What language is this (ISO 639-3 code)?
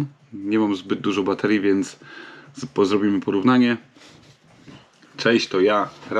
pol